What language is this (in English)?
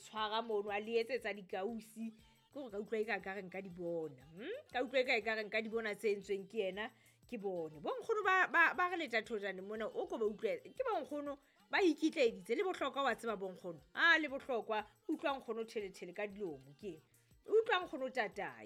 Southern Sotho